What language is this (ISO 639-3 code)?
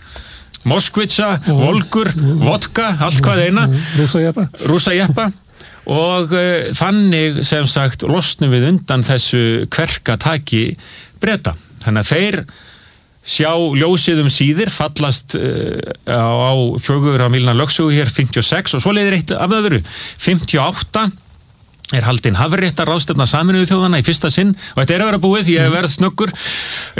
isl